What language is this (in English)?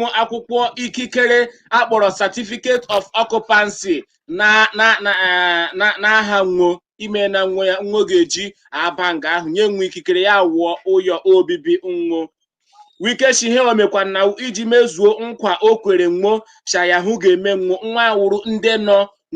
Igbo